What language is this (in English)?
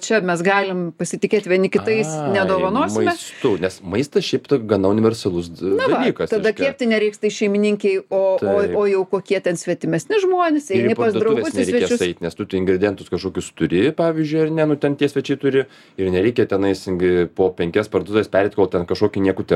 Lithuanian